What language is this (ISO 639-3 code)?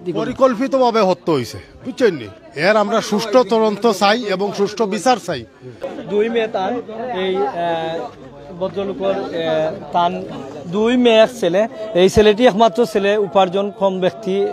syl